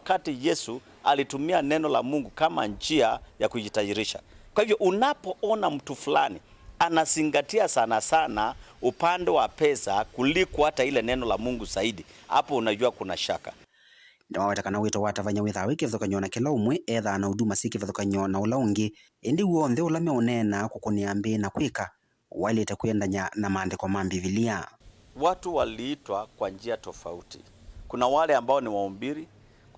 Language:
Kamba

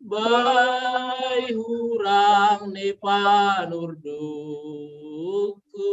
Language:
Batak Simalungun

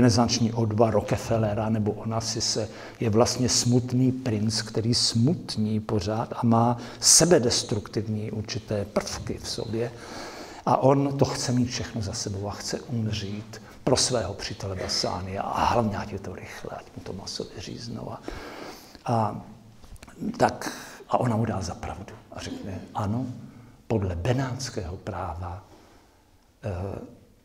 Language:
Czech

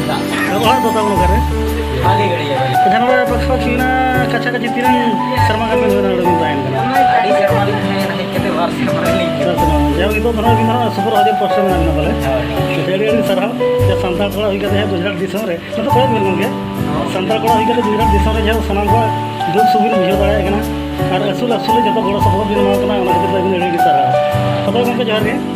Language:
Santali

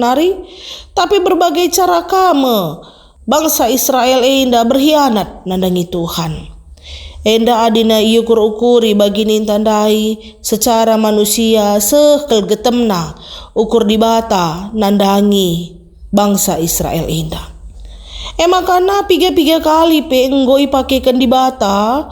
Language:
Batak Karo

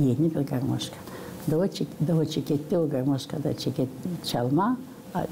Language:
Gagauz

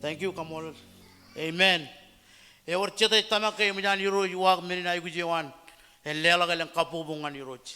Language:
Marshallese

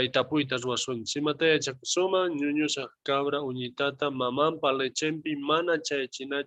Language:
South Bolivian Quechua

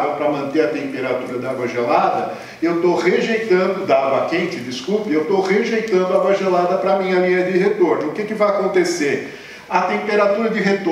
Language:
Portuguese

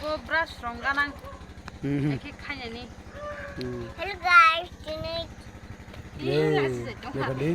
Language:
Kok Borok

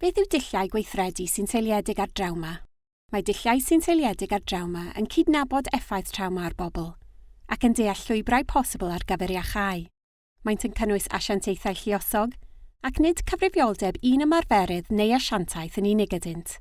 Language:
Welsh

